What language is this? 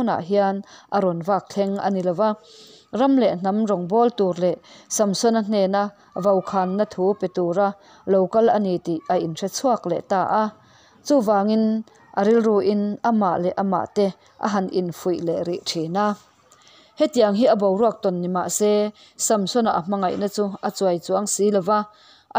Mizo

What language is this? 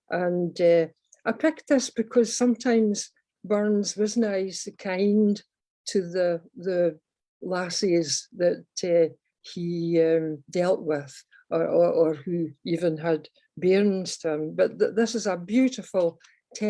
Scots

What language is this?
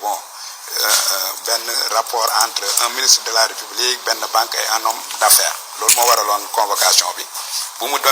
Wolof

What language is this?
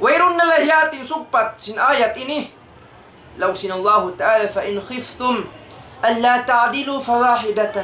Tausug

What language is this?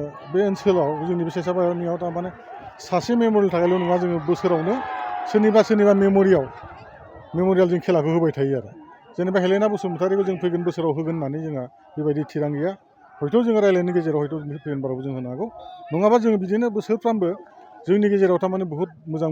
Bodo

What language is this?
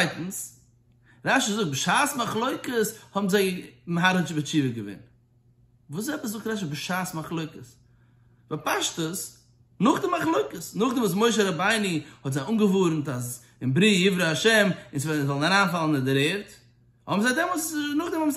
Yiddish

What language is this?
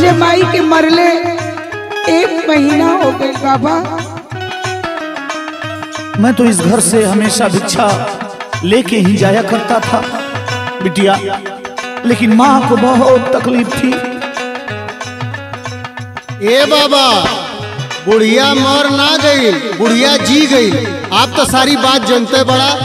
Bhojpuri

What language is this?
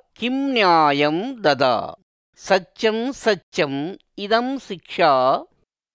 Sanskrit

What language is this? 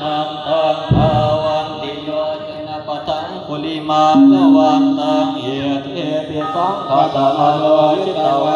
Pali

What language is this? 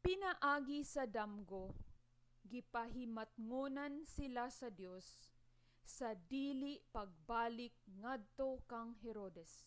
Cebuano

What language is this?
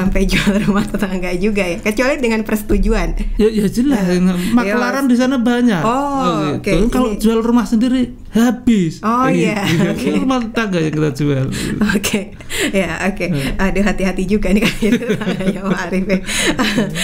Indonesian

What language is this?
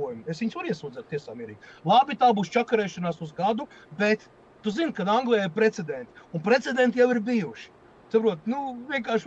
Latvian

